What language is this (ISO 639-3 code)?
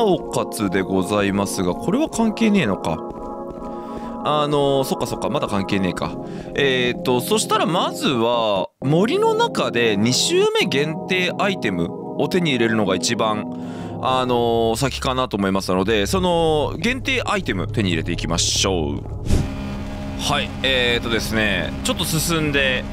jpn